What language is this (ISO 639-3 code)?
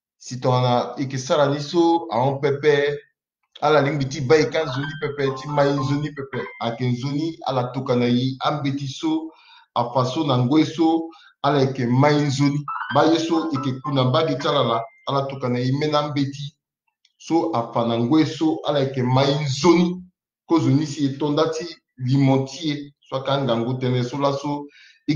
sag